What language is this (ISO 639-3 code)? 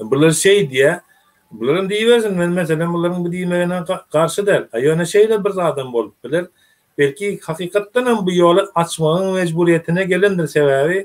tuk